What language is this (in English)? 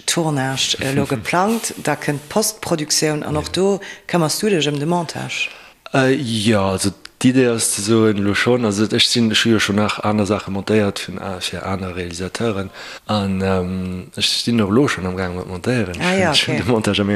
Luxembourgish